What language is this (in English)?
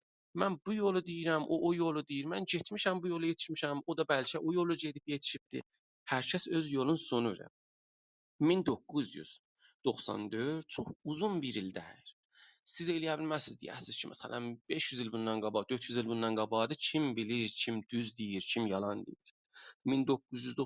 South Azerbaijani